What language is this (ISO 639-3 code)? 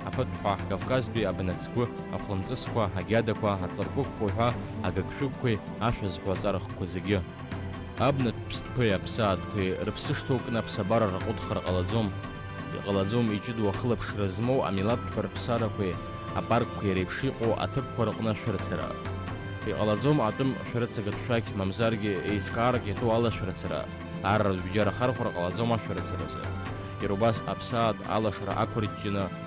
abk